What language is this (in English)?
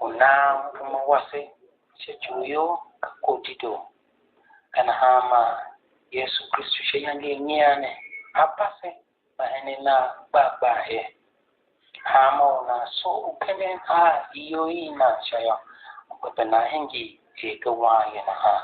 Tiv